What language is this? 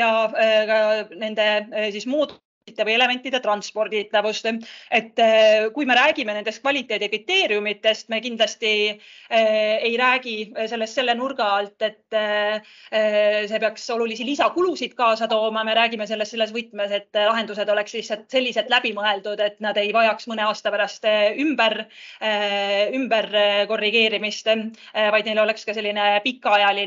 Estonian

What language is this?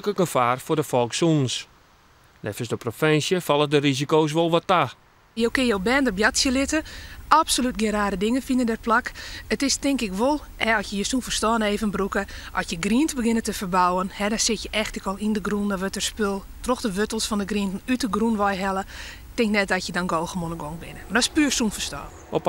Western Frisian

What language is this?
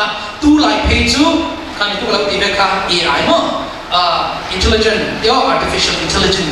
Falam Chin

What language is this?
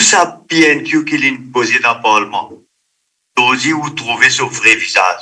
Morisyen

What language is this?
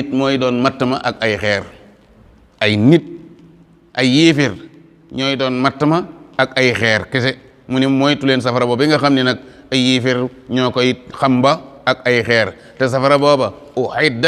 Wolof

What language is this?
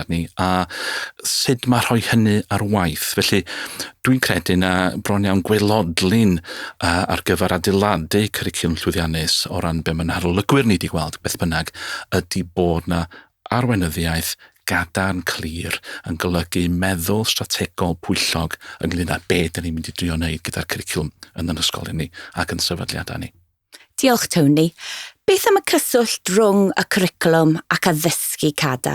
Welsh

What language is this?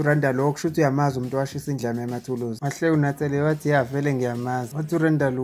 Zulu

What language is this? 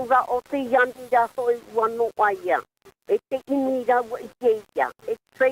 Tahitian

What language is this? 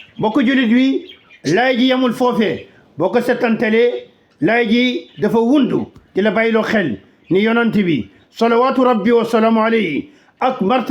Wolof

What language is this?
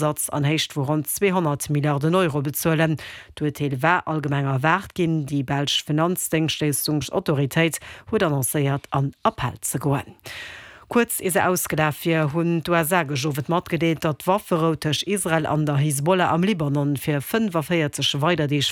Luxembourgish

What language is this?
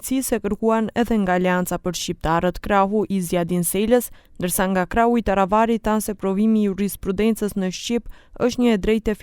Albanian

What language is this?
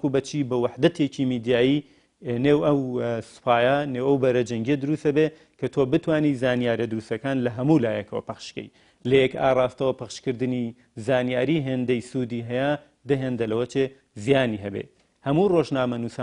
Central Kurdish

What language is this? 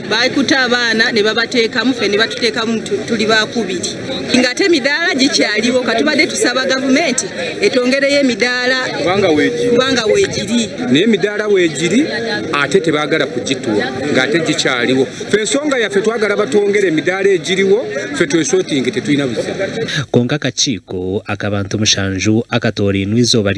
Nyankole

